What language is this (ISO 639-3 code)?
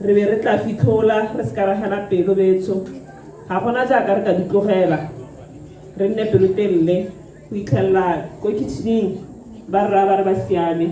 tsn